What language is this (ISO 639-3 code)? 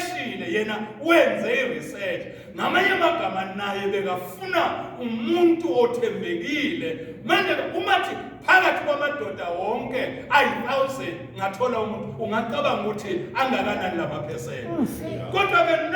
zul